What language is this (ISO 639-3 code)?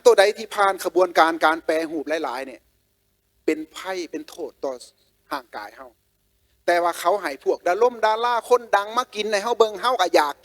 lao